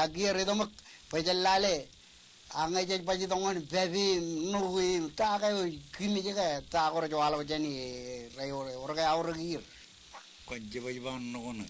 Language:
Marshallese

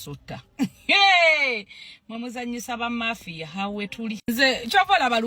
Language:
Ganda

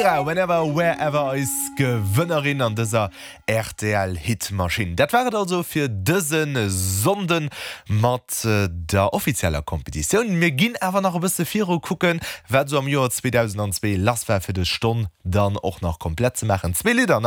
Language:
Luxembourgish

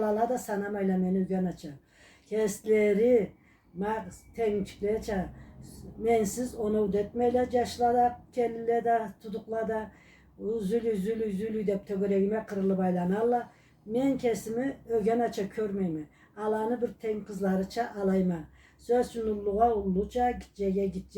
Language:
Karachay-Balkar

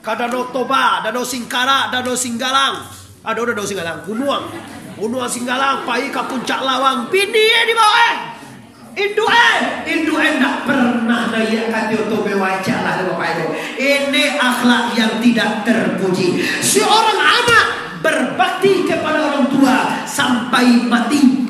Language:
Minangkabau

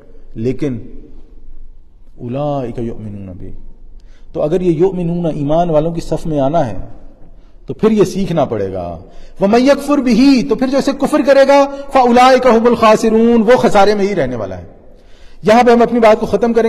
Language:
Urdu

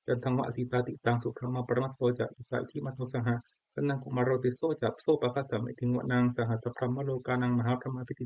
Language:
Pali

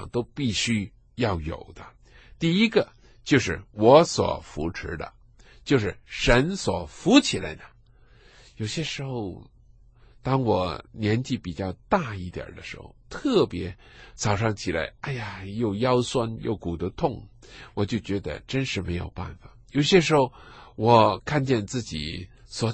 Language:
Chinese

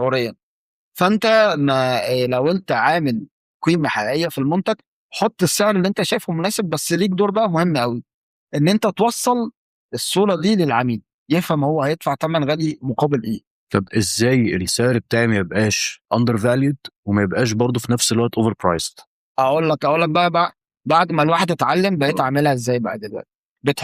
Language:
Egyptian Arabic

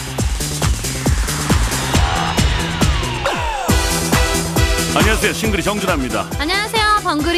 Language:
Korean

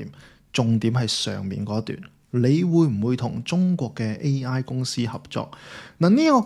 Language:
Cantonese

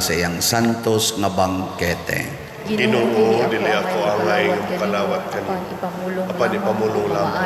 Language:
Cebuano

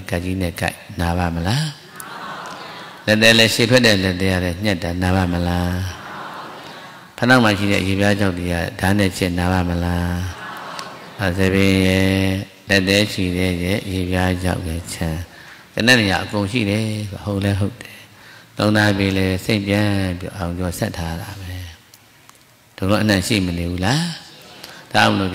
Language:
Burmese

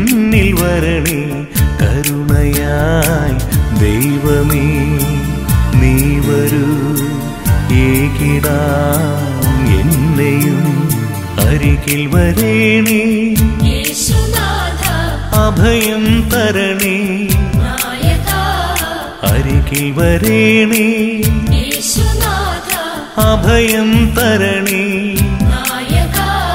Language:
Malayalam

